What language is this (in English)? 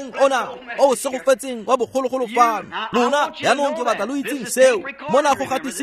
Tswana